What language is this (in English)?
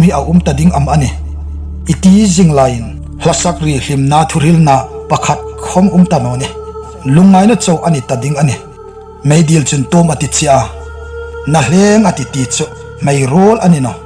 Hmar